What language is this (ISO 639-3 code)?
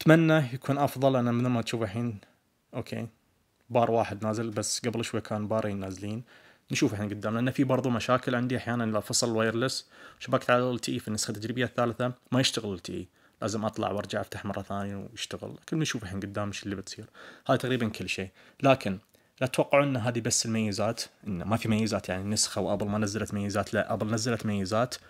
ars